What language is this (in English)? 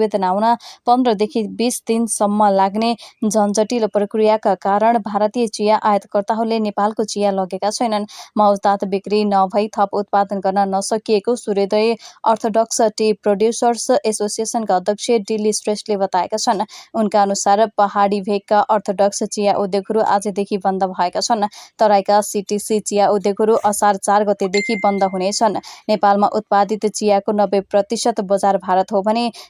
Nepali